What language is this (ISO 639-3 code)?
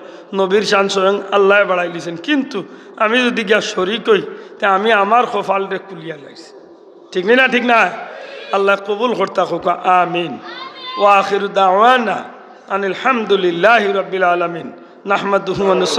syl